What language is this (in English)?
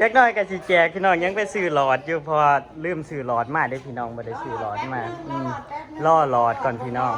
Northeastern Thai